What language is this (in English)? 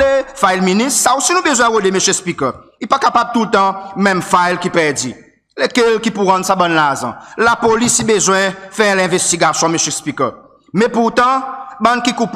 Seselwa Creole French